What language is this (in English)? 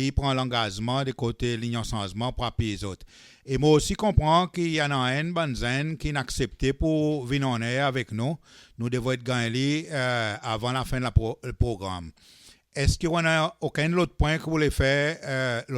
Seselwa Creole French